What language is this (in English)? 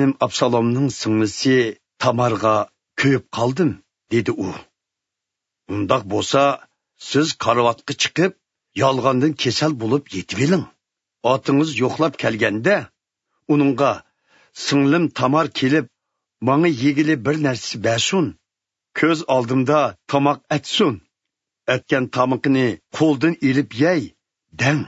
Uyghur